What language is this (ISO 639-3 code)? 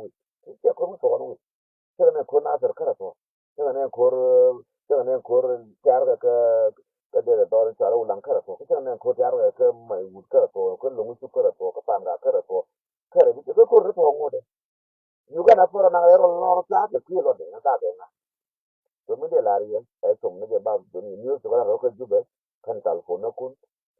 nus